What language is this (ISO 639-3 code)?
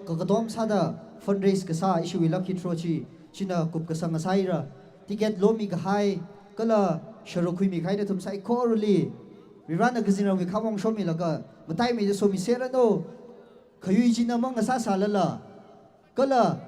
nmf